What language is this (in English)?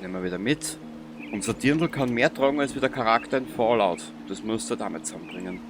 Bavarian